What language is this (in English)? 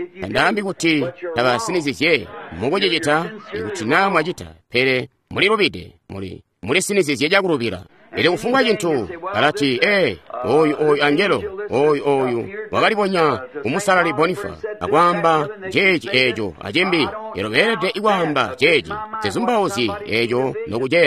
Tonga (Zambia)